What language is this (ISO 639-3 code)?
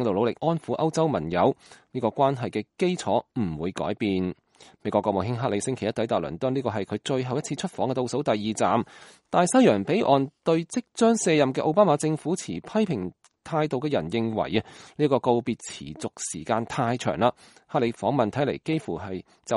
yue